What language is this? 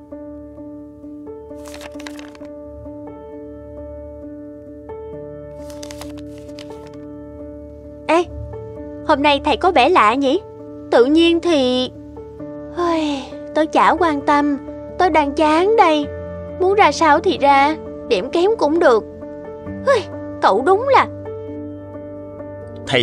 Vietnamese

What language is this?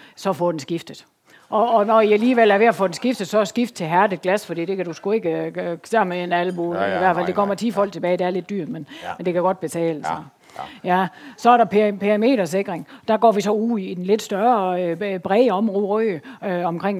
Danish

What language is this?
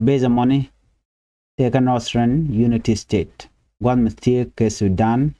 Nuer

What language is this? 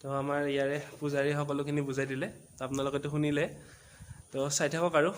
Assamese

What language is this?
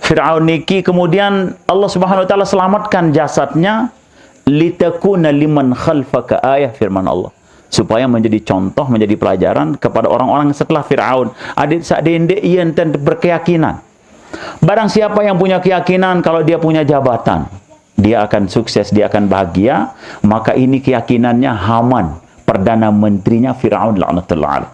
Sasak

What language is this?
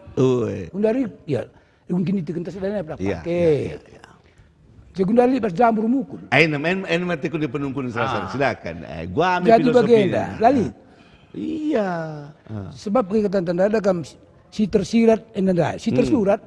Batak Karo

